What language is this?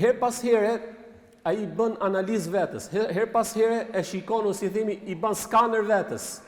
Albanian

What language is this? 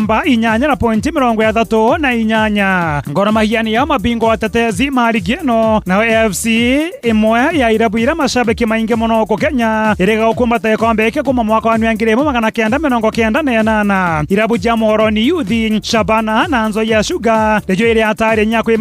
Meru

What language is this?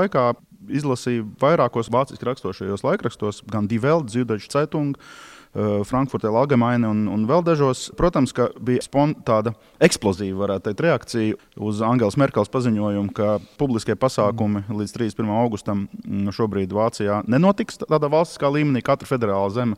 Latvian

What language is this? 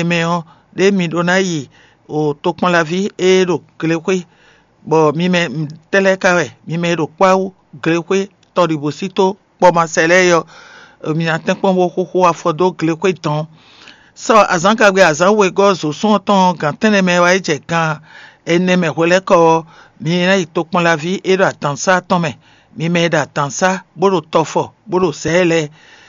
Fon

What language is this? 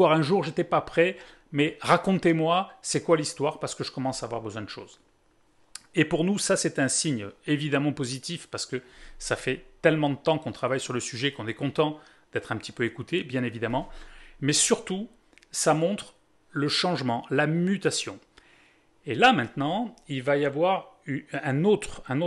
French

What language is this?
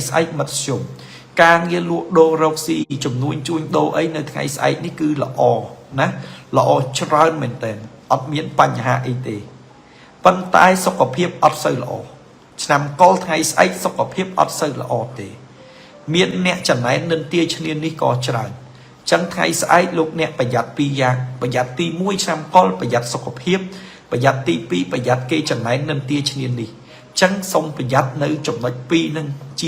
Khmer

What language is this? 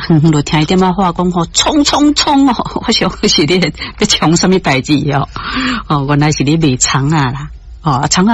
Min Nan Chinese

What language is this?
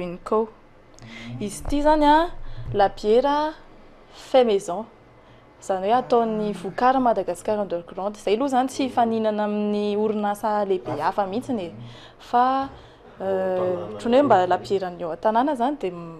Malagasy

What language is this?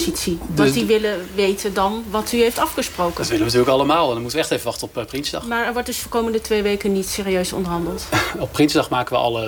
Dutch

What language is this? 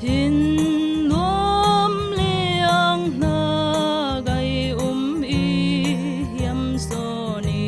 Falam Chin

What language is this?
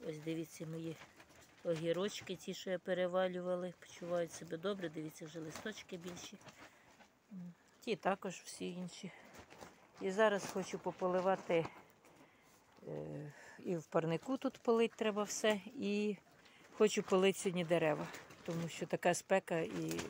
Ukrainian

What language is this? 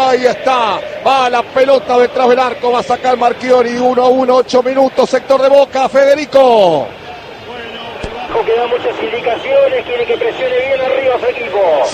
Spanish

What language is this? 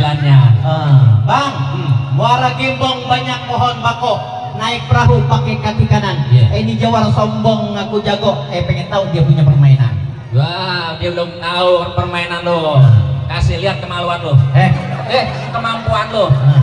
Betawi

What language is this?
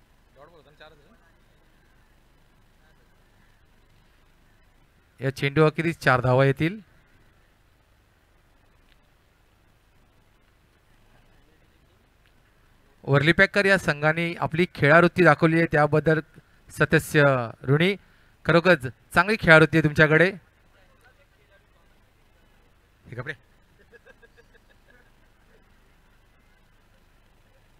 Marathi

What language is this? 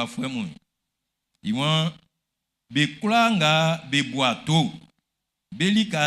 Baoulé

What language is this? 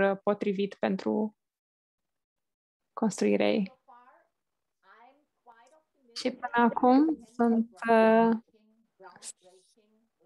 Romanian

